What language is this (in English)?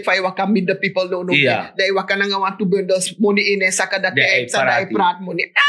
Sranan Tongo